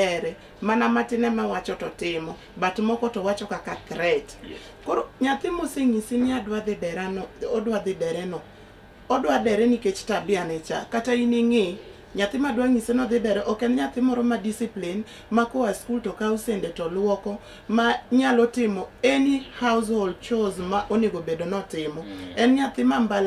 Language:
Luo (Kenya and Tanzania)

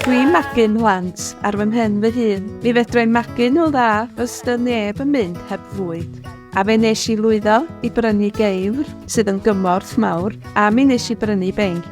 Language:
Welsh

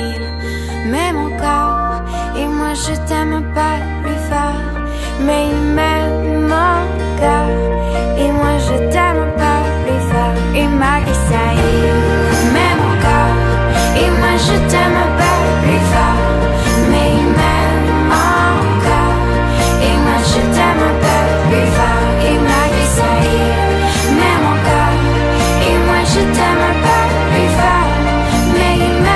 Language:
French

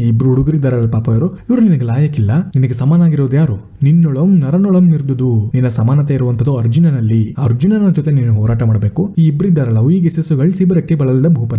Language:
Kannada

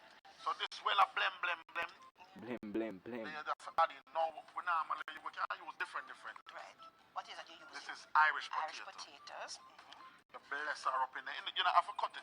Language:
Jamaican Creole English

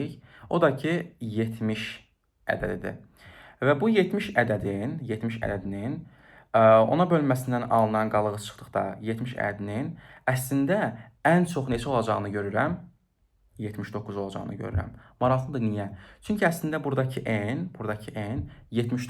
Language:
Azerbaijani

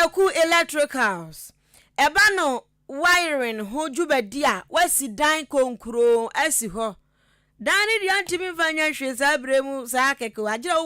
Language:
Akan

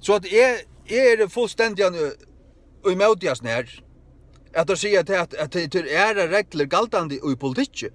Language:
Faroese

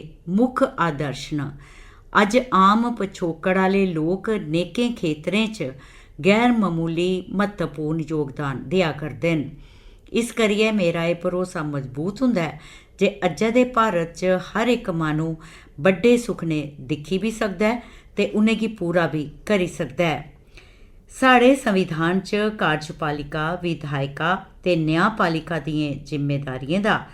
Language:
Dogri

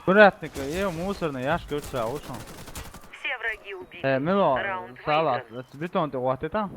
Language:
Chechen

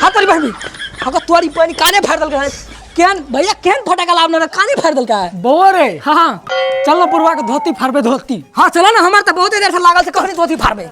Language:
Maithili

